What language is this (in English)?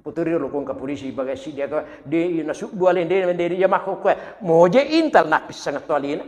Buginese